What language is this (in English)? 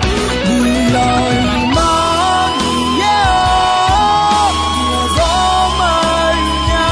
Akha